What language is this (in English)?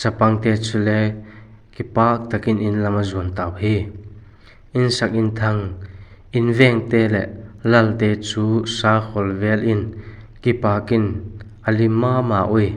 Vaiphei